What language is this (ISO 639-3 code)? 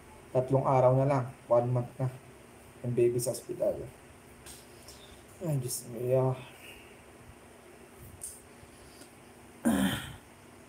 fil